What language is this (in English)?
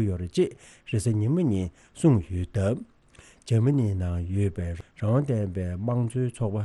Tibetan